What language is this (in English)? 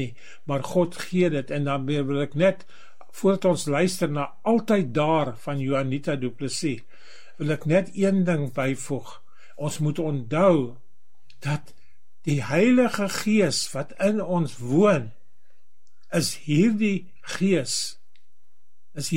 Afrikaans